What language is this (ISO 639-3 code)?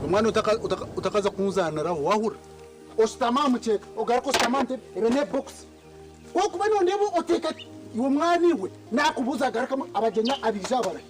nyn